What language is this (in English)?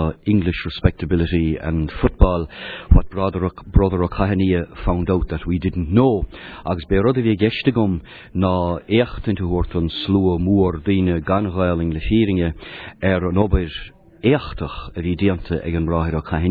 Irish